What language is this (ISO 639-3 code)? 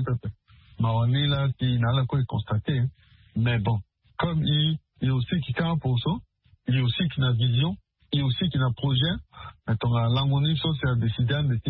sag